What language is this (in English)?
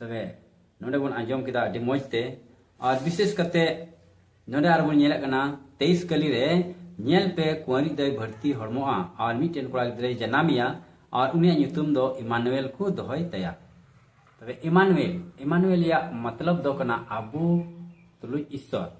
Santali